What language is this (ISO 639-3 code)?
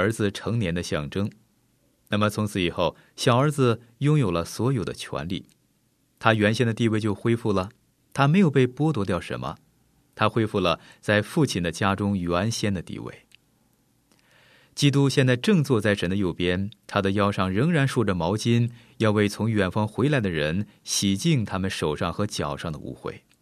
zho